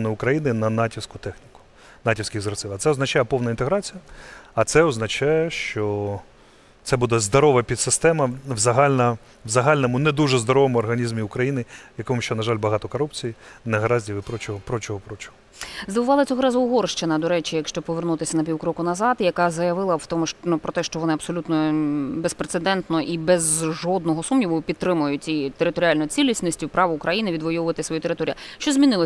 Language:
Ukrainian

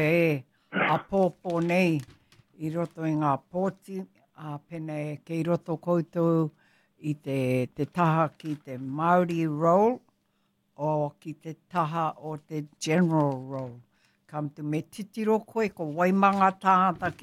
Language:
Māori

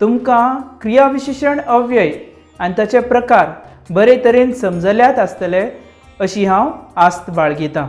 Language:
Konkani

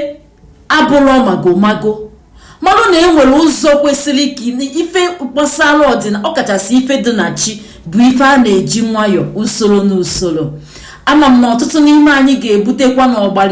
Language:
Igbo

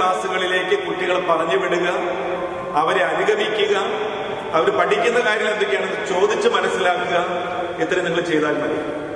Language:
Malayalam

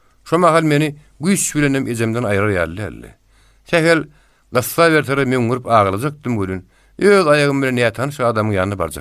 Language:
Turkmen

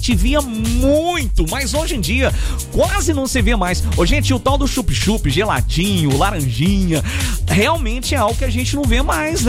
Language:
Portuguese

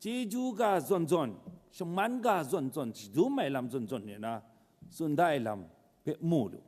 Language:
Kachin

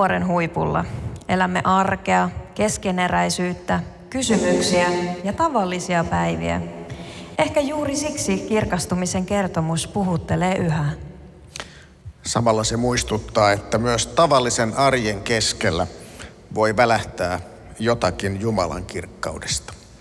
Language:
Finnish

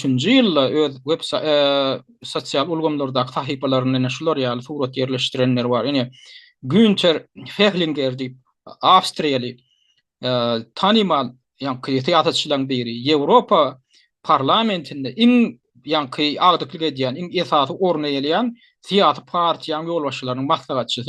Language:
Turkmen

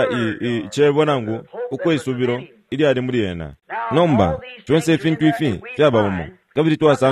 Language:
Bemba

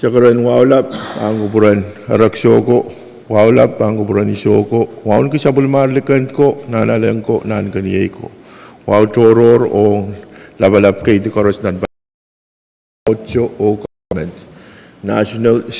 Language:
Pohnpeian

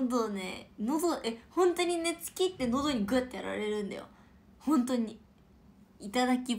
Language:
Japanese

